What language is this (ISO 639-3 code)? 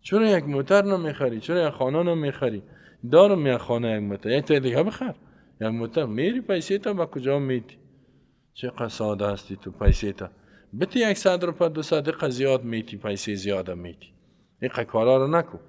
fas